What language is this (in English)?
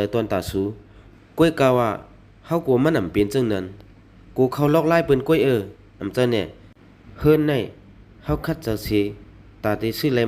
Shan